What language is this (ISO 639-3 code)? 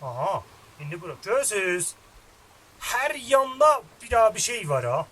azb